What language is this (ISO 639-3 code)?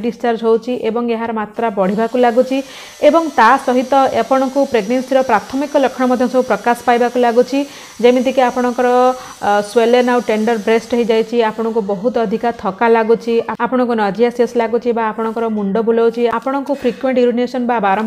ori